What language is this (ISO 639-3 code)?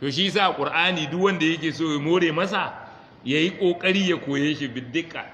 hau